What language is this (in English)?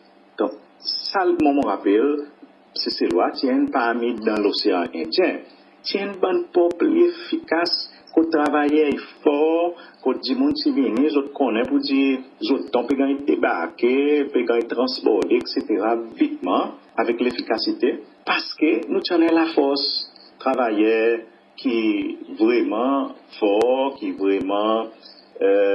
Seselwa Creole French